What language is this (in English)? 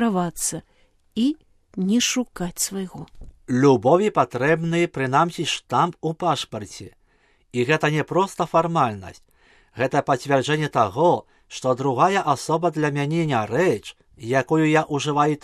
Belarusian